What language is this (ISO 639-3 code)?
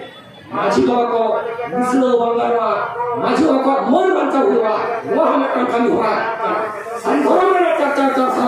sat